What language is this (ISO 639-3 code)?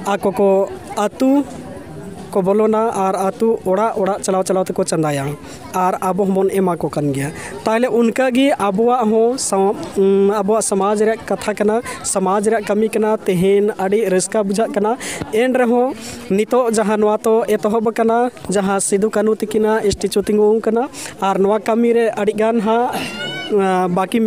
sat